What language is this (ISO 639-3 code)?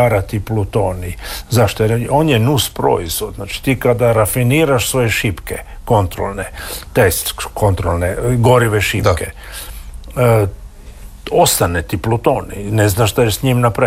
hrv